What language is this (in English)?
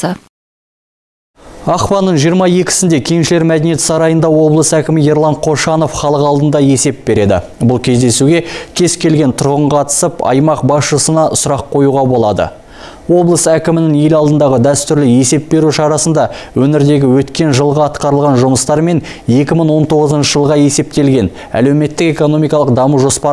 Kazakh